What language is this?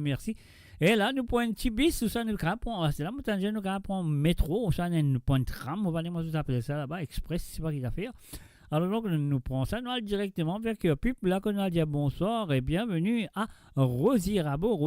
Morisyen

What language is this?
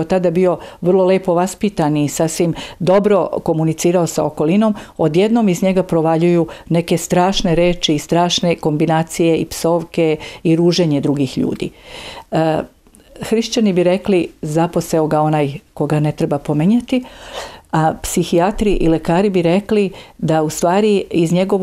Serbian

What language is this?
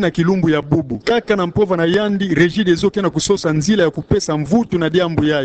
Kituba (Democratic Republic of Congo)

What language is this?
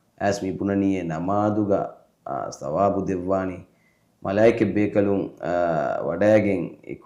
Divehi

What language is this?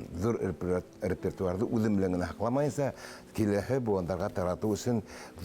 Bashkir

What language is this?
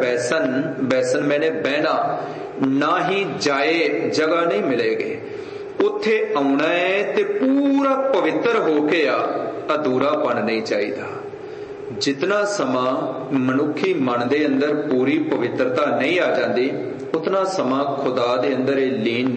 Punjabi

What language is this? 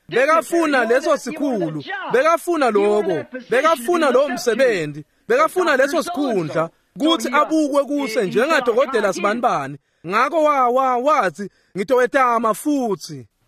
Swati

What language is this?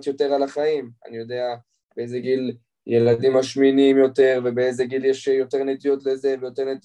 Hebrew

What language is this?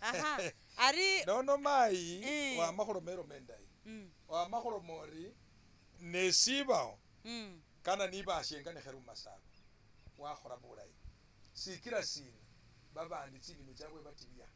Masaaba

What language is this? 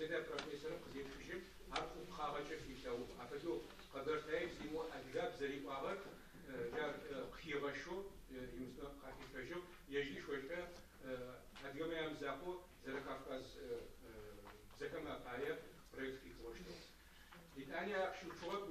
Adyghe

